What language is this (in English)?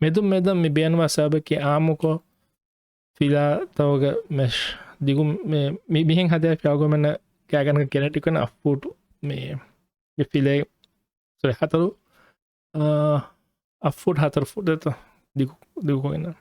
Divehi